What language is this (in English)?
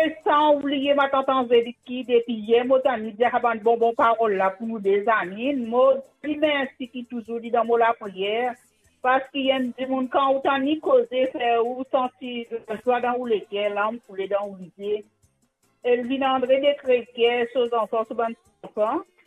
Morisyen